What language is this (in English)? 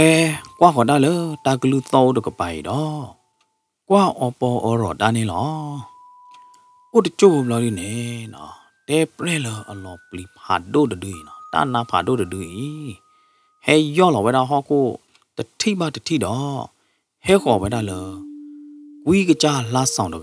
S'gaw Karen